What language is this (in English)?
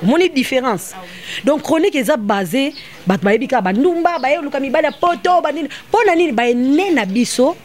Lingala